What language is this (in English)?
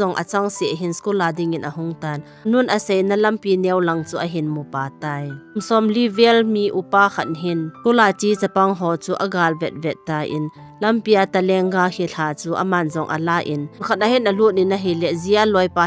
Thado Chin